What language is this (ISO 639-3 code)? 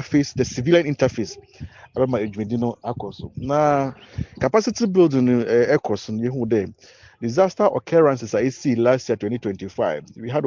aka